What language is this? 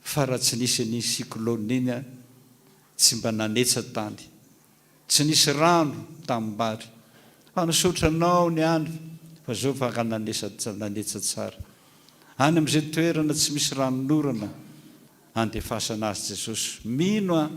Malagasy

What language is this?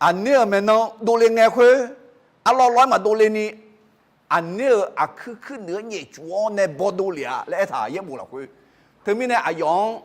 Akha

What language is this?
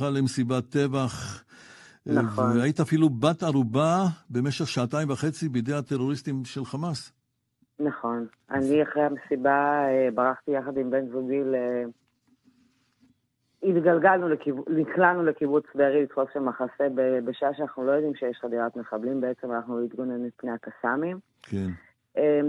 Hebrew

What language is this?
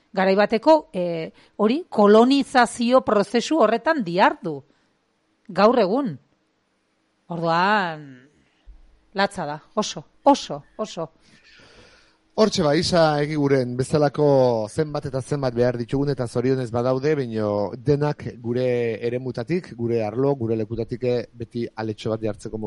Basque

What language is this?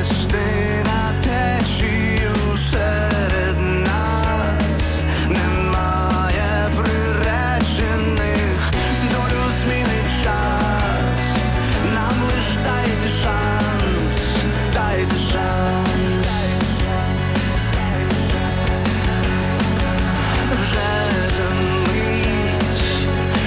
Ukrainian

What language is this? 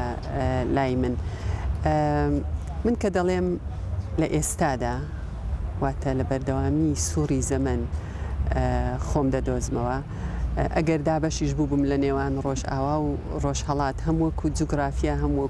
Central Kurdish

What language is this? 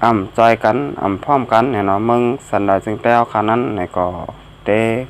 Shan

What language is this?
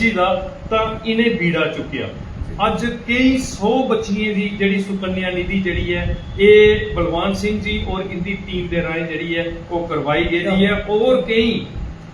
Dogri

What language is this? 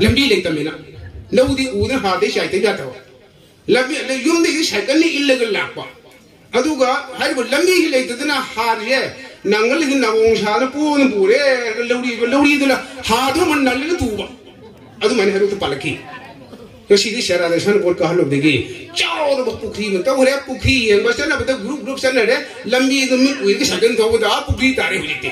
Manipuri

